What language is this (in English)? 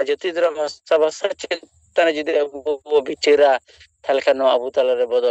Santali